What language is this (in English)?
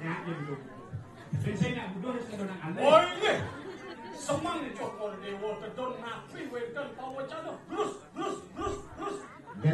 Balinese